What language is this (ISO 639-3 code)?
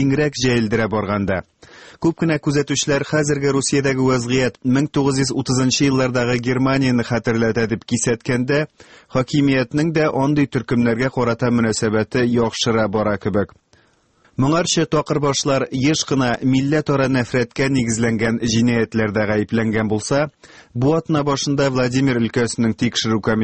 tat